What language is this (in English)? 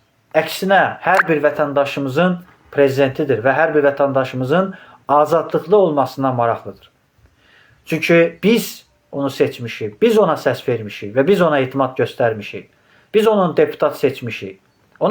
Azerbaijani